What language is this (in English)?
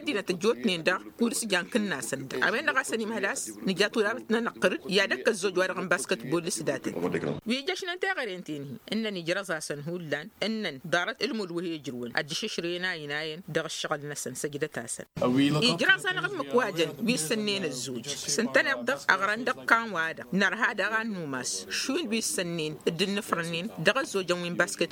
Tamasheq